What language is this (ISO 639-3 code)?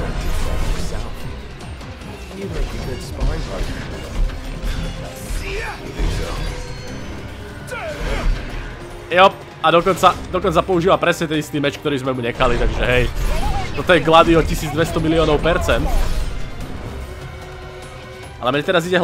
slk